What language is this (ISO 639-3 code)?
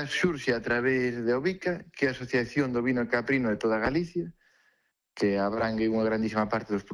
glg